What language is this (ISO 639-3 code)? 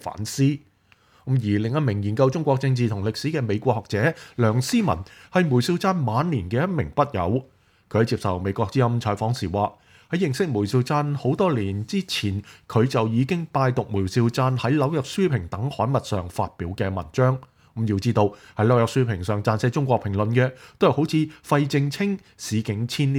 yue